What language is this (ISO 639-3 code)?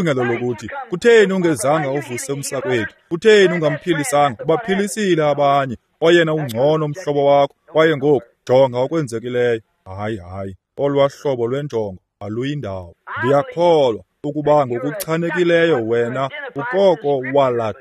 xho